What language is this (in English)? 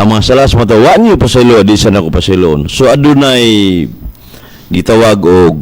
Cebuano